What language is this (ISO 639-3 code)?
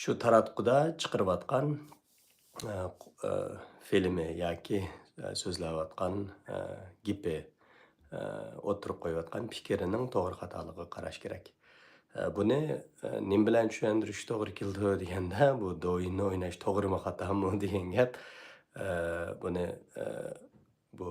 uig